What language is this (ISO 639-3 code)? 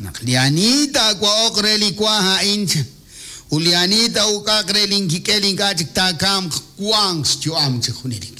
kek